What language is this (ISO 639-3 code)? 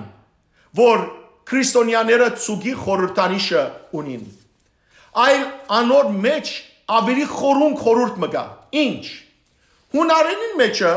hyw